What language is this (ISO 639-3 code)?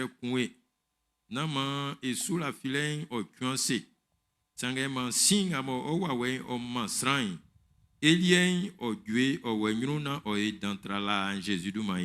bci